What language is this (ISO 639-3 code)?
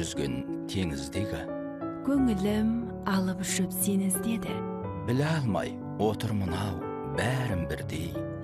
kaz